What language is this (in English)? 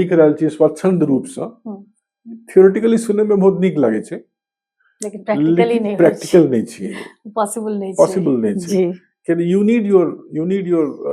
Maithili